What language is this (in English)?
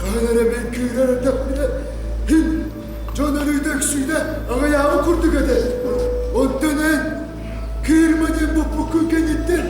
Yakut